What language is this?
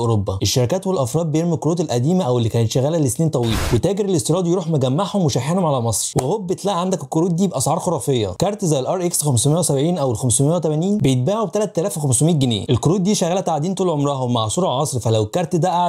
Egyptian Arabic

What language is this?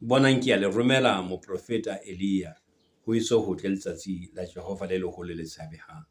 Southern Sotho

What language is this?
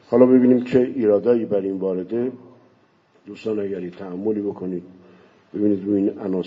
Persian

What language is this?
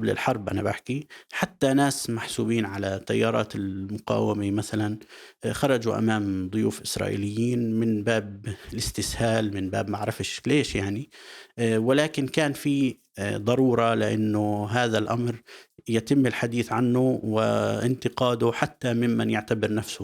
North Levantine Arabic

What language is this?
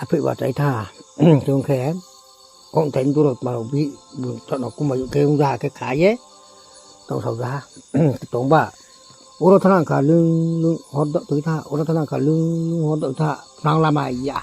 Riang (India)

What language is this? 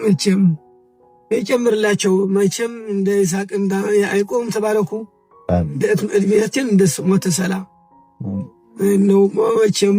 Amharic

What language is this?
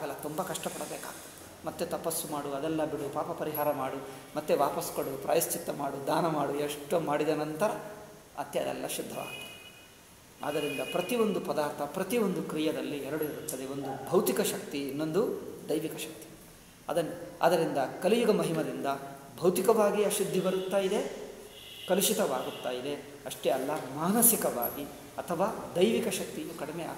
Kannada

